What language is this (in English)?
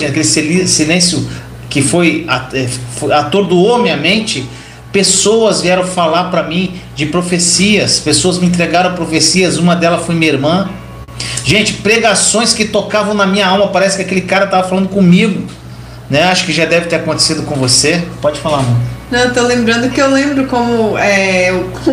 Portuguese